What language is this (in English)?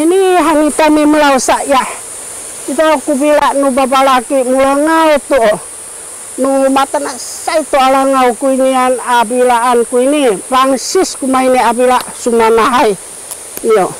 Sakizaya